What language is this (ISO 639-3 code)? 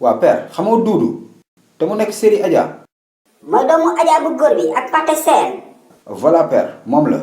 wol